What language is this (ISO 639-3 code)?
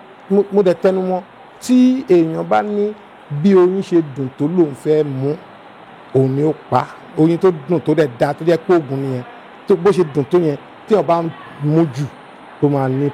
yor